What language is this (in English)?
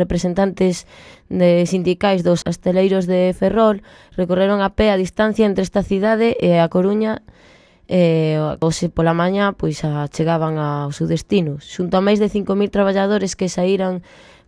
Galician